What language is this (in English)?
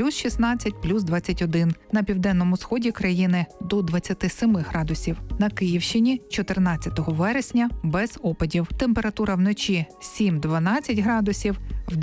Ukrainian